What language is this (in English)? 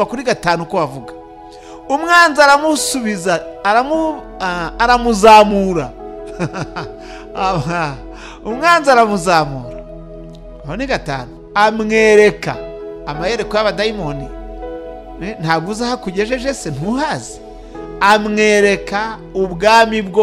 Kinyarwanda